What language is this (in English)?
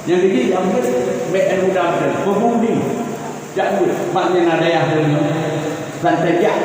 Achinese